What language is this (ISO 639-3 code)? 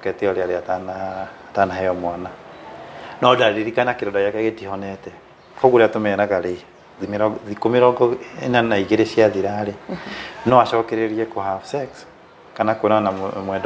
kik